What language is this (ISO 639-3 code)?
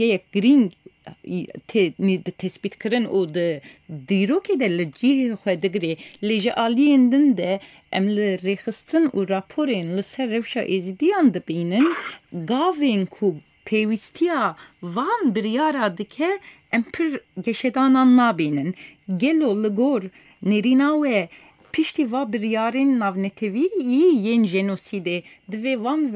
kur